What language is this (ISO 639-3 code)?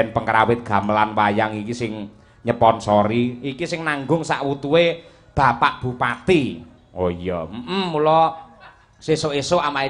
jav